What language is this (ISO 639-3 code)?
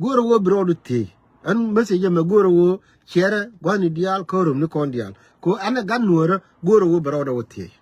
nus